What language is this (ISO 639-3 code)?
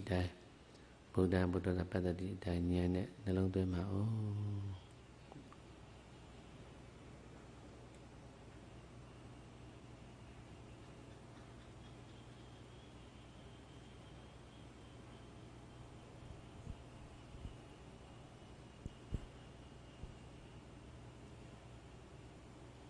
mya